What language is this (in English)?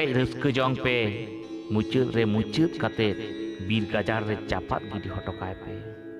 Santali